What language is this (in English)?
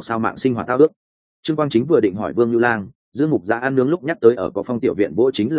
Vietnamese